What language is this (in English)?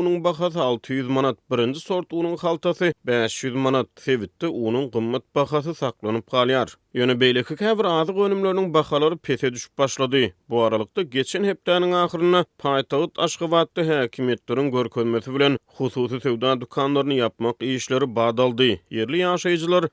Turkmen